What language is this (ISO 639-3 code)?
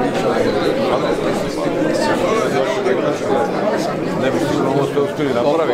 hrv